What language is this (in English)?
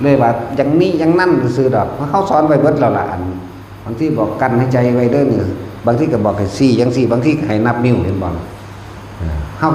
Northeastern Thai